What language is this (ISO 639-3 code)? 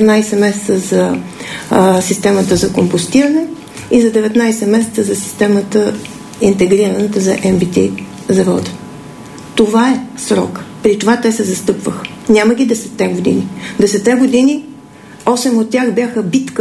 bul